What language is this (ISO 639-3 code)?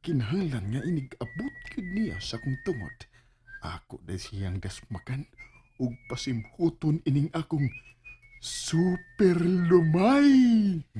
ceb